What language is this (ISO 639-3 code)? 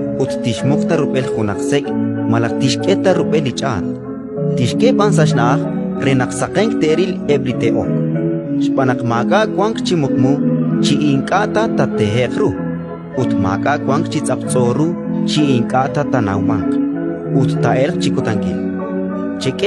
kek